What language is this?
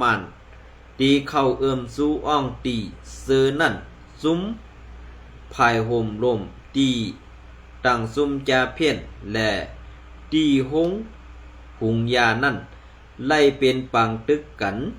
Shan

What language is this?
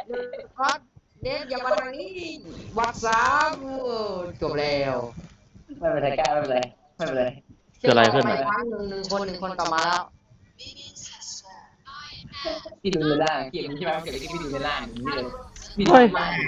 Thai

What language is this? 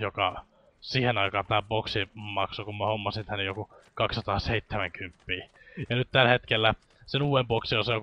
Finnish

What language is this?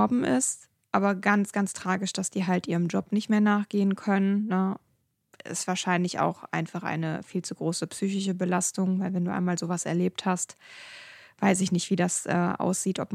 German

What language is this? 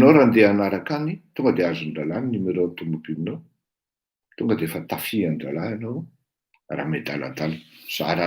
Malagasy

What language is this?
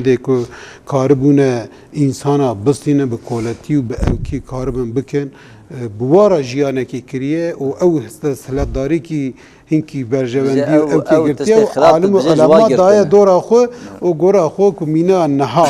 Kurdish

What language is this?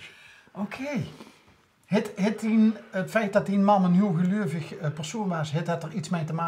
Limburgish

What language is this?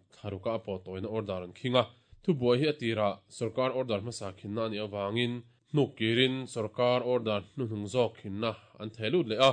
Mizo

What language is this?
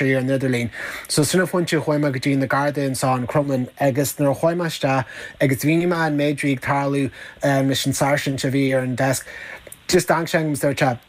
Irish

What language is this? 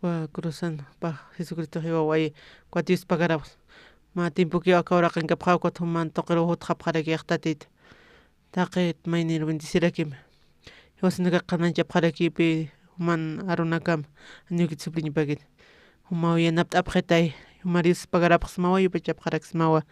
Aymara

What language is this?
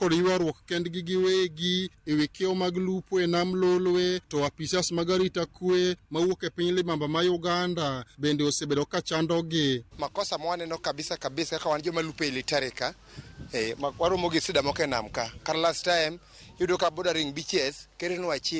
Luo (Kenya and Tanzania)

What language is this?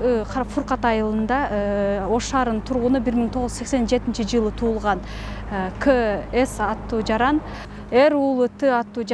Kyrgyz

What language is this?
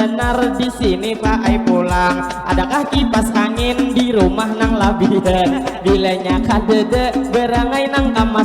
Banjar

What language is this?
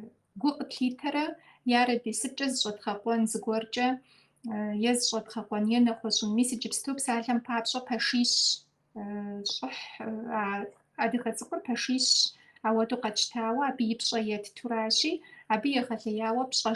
Kabardian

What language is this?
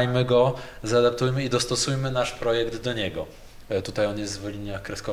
Polish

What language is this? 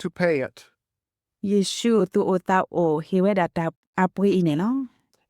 S'gaw Karen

